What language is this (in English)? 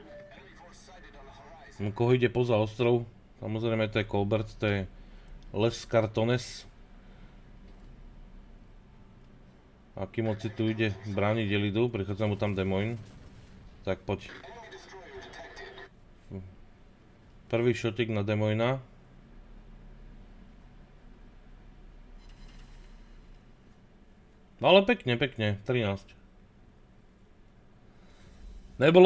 Slovak